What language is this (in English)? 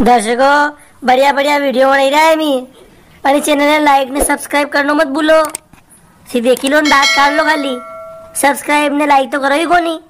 Rajasthani